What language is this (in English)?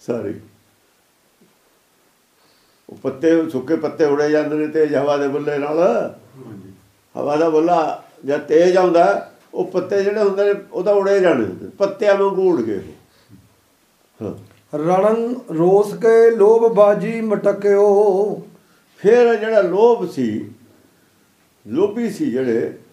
Punjabi